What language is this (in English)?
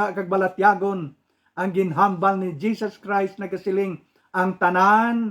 Hiligaynon